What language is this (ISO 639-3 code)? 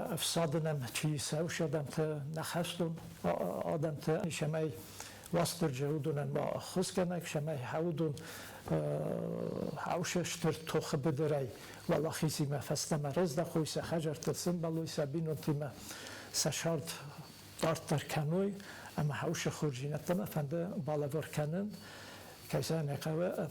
oss